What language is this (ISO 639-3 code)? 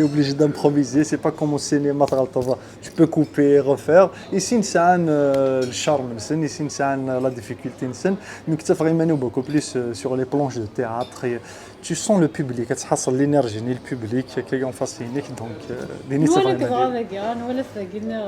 kab